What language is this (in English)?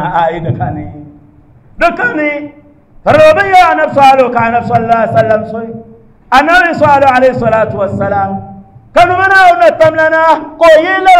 Dagbani